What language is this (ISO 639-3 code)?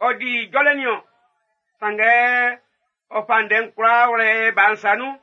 bci